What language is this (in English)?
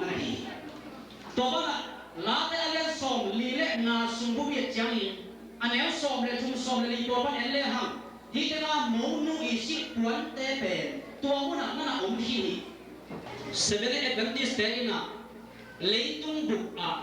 Tedim Chin